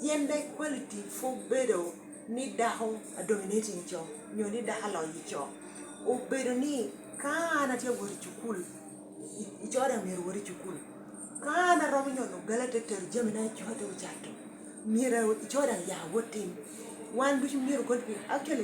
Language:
Lango (Uganda)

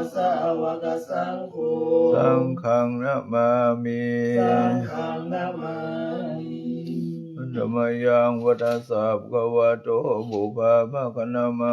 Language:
Pali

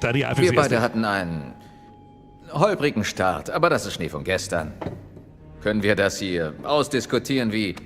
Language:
Bavarian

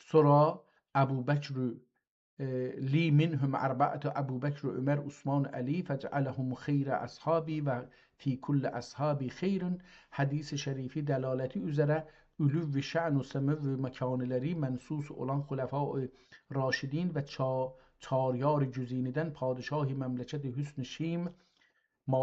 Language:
South Azerbaijani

